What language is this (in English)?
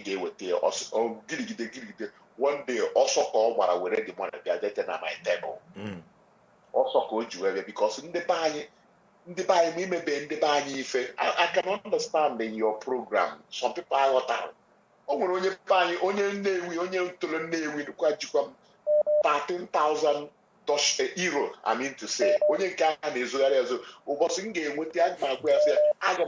Igbo